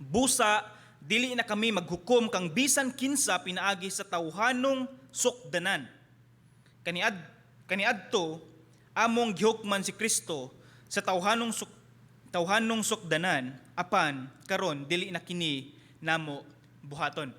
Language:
Cebuano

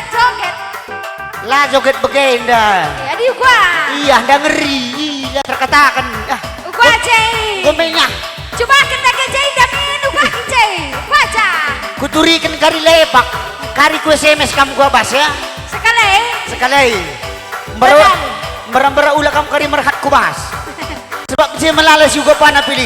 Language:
Batak Karo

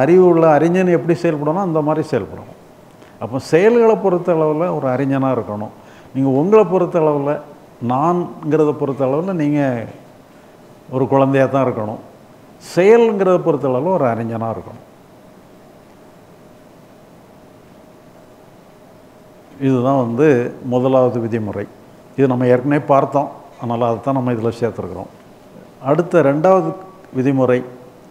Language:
Tamil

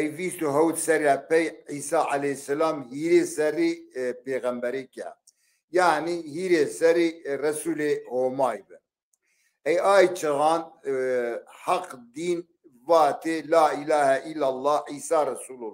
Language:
Zaza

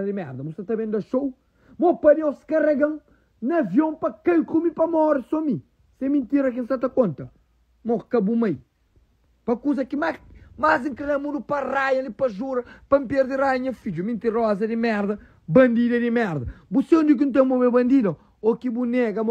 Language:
Kabuverdianu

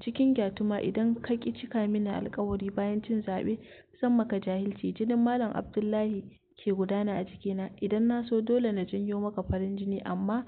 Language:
Hausa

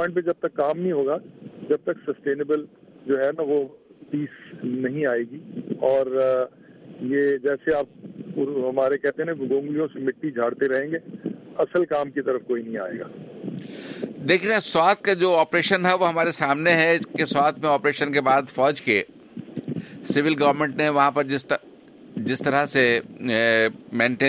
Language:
Urdu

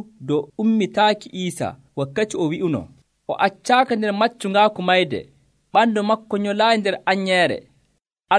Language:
Nigerian Fulfulde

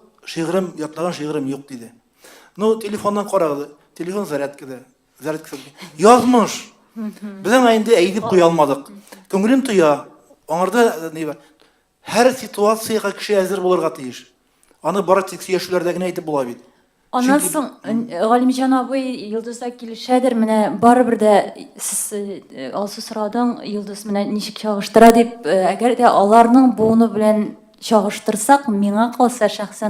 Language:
Tatar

